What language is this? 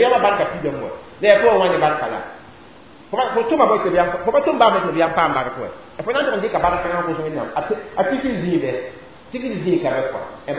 Mossi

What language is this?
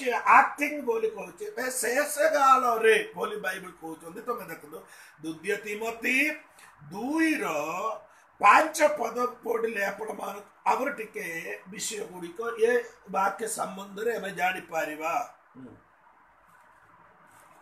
Odia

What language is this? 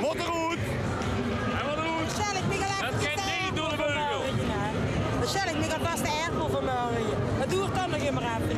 Limburgish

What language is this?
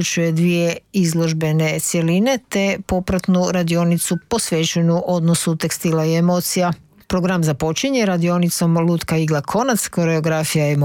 Croatian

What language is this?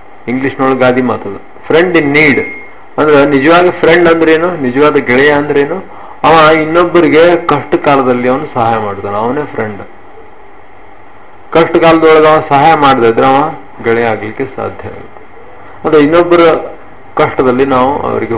Kannada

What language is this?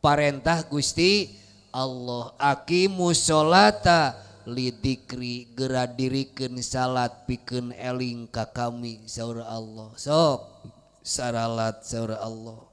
Sundanese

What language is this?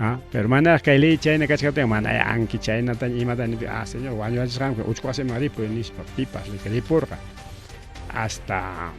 Ayacucho Quechua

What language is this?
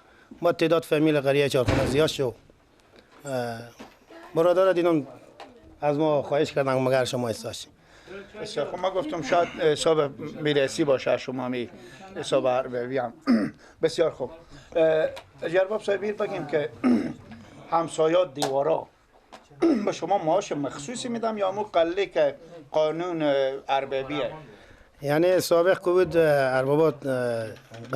Persian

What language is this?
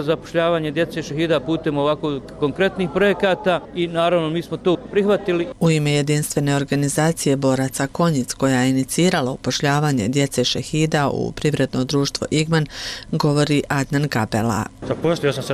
Bosnian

